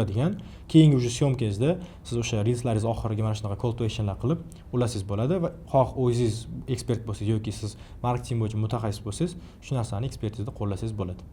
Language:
Uzbek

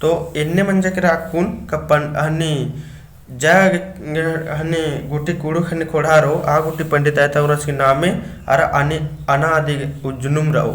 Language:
Kurukh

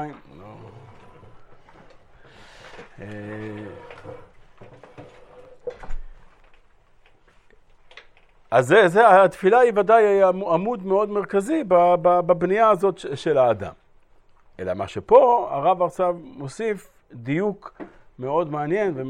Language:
Hebrew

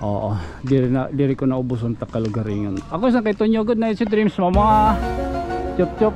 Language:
Waray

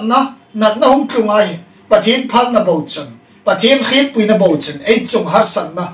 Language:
Hmar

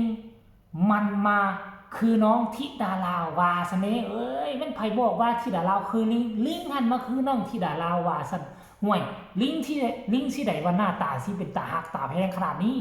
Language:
Northeastern Thai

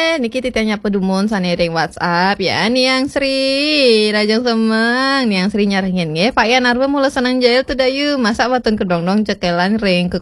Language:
Balinese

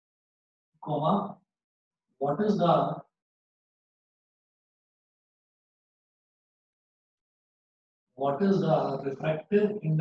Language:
Hindi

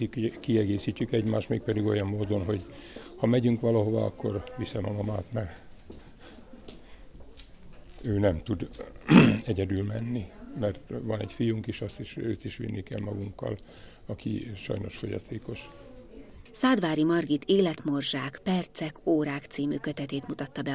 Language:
Hungarian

